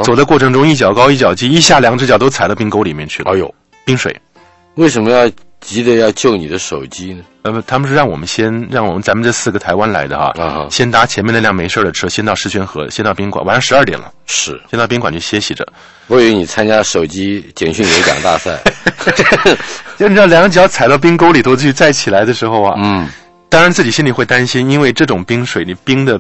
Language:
Chinese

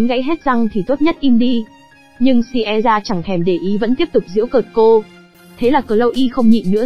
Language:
Vietnamese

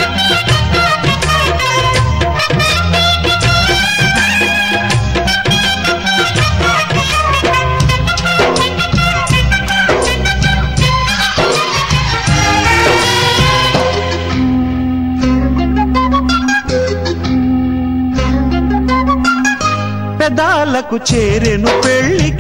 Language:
Telugu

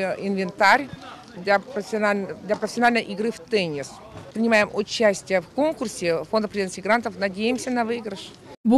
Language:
Crimean Tatar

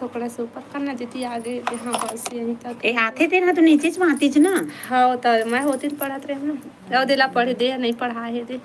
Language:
Chhattisgarhi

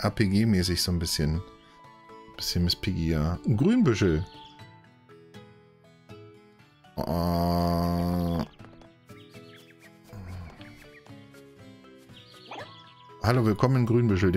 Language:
German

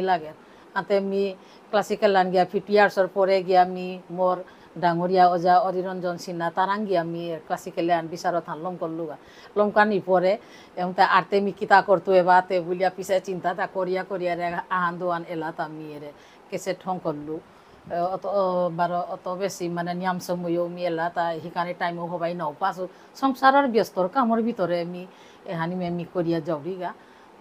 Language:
Bishnupriya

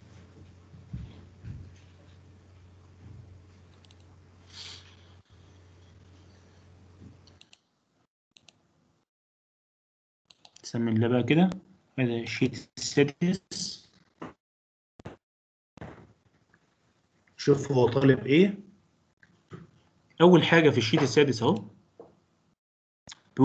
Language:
Egyptian Arabic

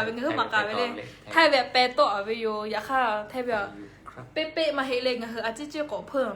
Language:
Lahu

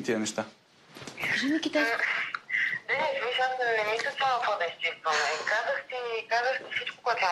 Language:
Bulgarian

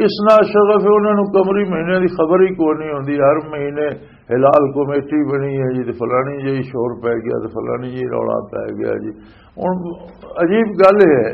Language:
Western Panjabi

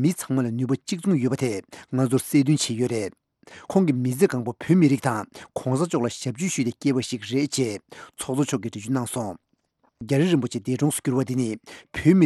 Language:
Tibetan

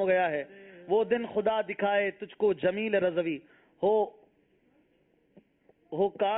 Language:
Urdu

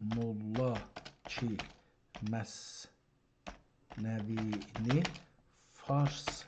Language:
South Azerbaijani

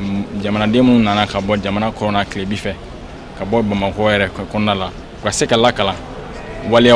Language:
Bambara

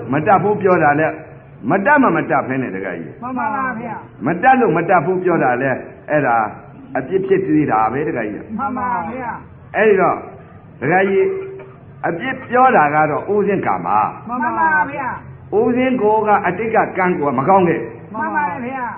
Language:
Burmese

